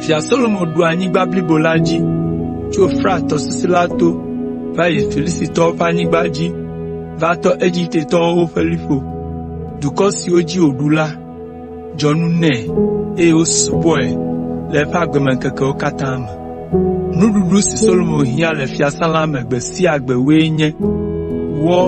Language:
Ewe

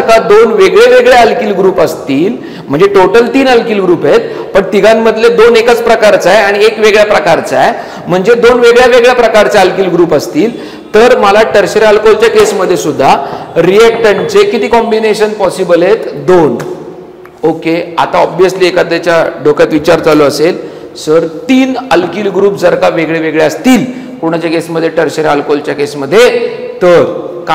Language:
Marathi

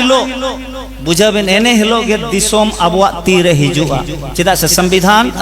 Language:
Santali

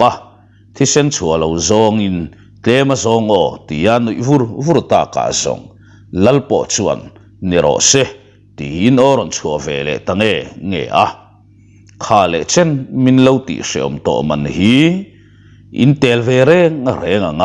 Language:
Mizo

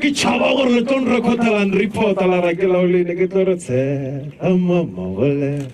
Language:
Northern Sotho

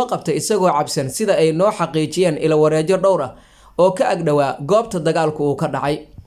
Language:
Somali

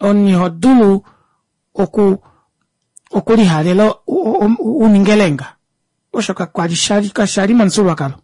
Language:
Kuanyama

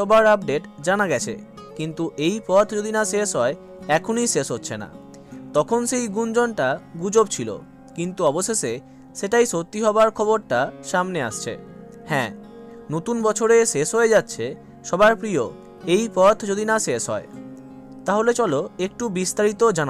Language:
Bangla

